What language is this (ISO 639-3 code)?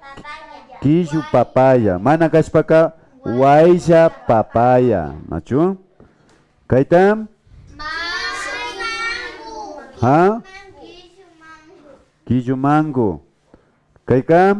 qvi